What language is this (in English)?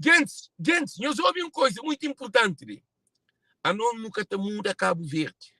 Kabuverdianu